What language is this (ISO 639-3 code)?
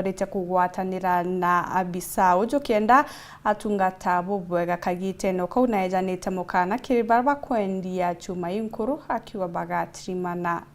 mer